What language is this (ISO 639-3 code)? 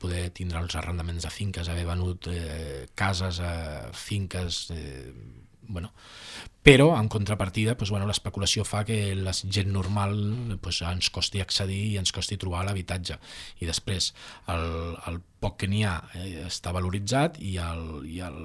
cat